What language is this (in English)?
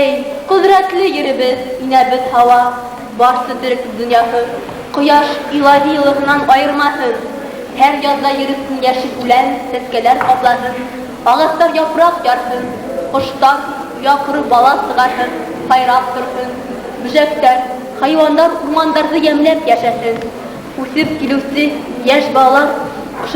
Bashkir